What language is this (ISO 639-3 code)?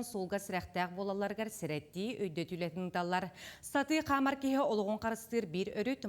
sah